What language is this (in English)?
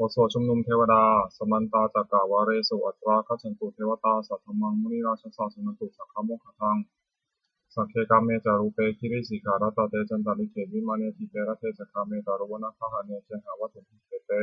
Pali